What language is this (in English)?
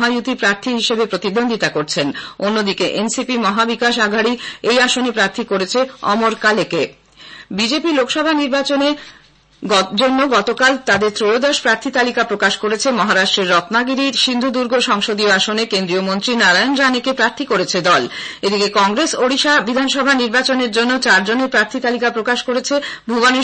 Bangla